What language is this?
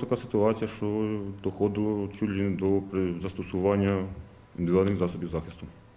Ukrainian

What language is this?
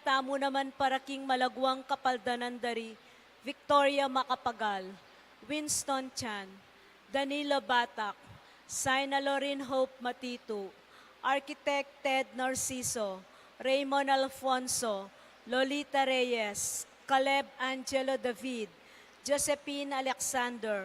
Pampanga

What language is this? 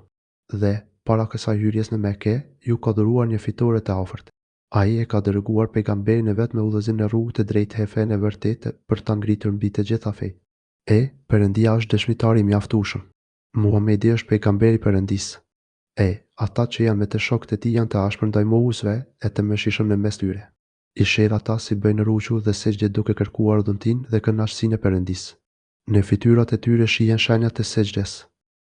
Albanian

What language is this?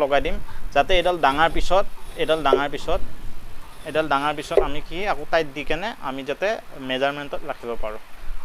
Assamese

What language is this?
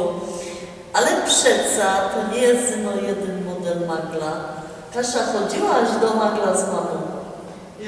Silesian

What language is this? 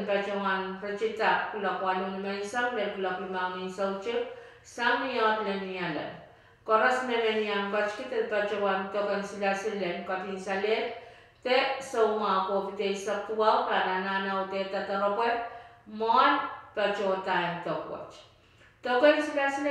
Pohnpeian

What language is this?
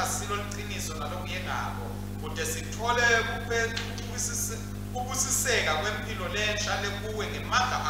Swati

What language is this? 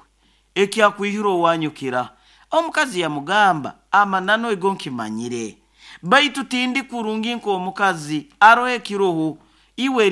Nyoro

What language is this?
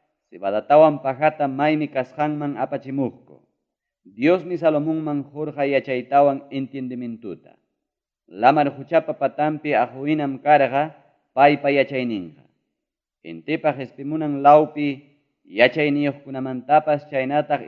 Ayacucho Quechua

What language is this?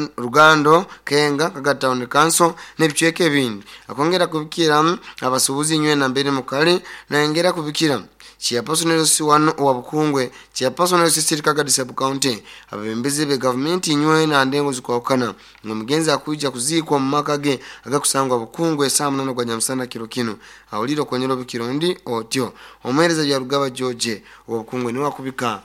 Nyoro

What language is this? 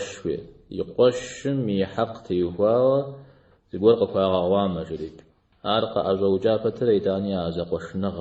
Kabardian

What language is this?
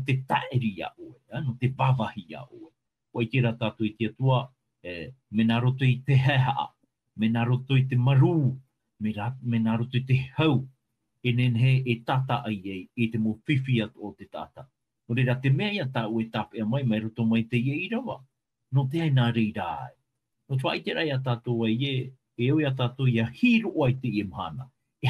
Tahitian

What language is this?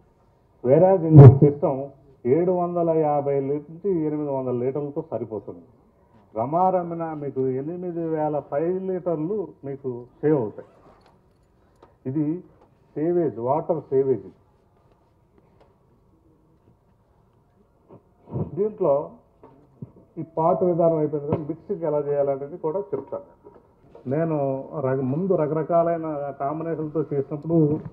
Telugu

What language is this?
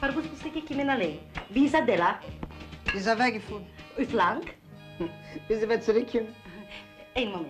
Yiddish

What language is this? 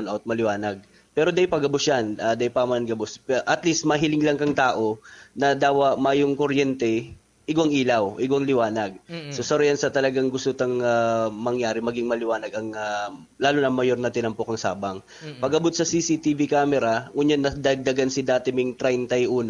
Bikol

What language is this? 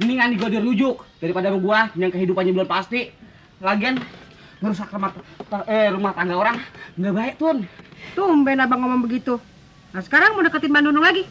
Betawi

